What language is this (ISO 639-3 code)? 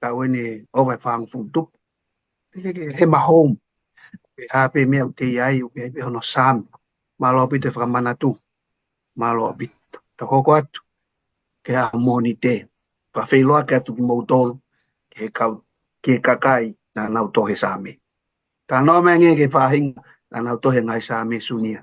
ton